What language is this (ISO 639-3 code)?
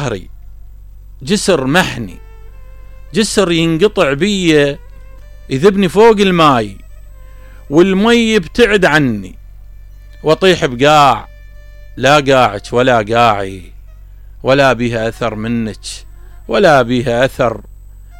acm